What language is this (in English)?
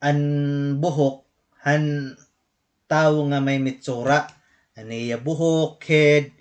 Waray